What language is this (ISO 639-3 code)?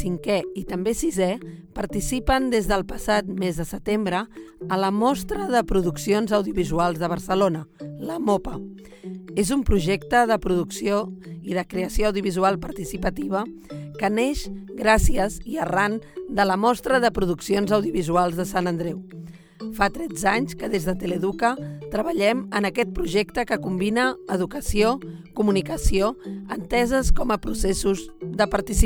cat